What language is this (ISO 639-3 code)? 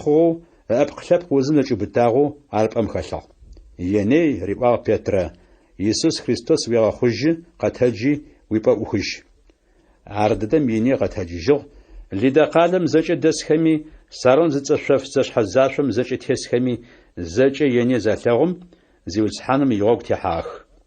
ady